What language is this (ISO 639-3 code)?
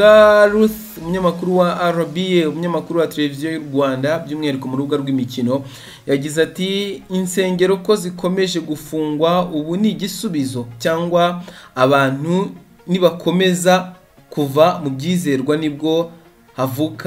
kin